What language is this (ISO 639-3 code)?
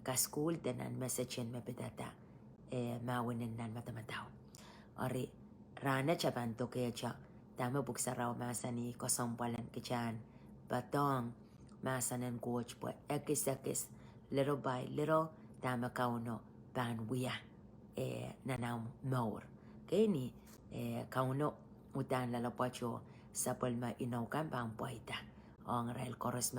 pon